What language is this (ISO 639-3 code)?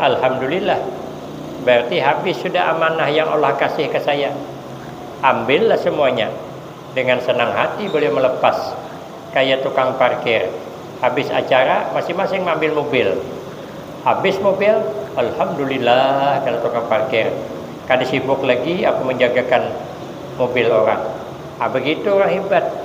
bjn